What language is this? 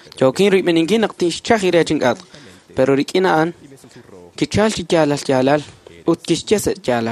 Kekchí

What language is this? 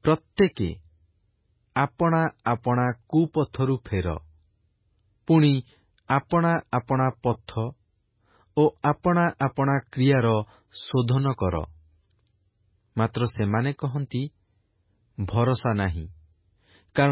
Odia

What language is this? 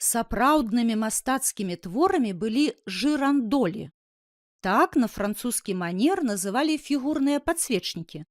Belarusian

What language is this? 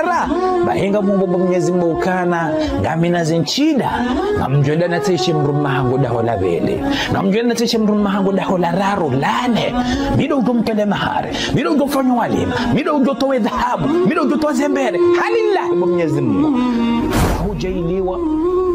Ngazidja Comorian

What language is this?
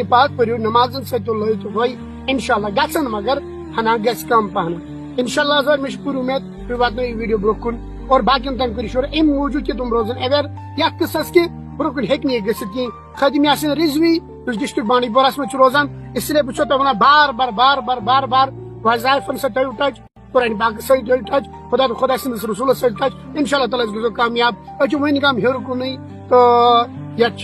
Kashmiri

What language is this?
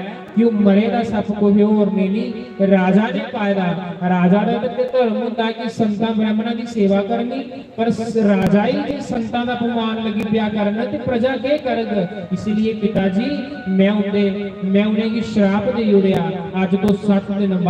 Dogri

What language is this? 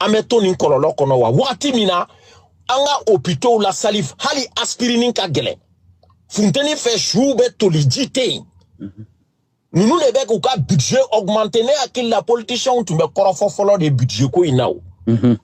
Bambara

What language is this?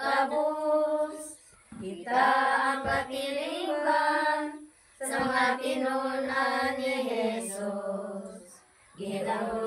Cebuano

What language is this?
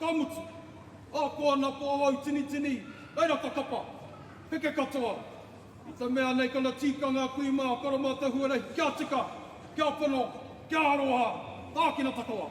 Māori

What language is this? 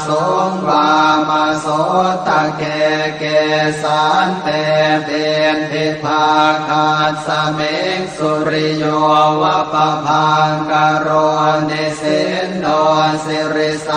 Pali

